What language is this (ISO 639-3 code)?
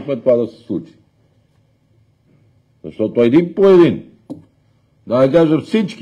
bul